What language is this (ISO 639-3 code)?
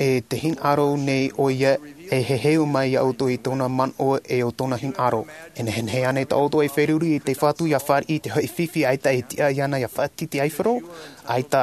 tah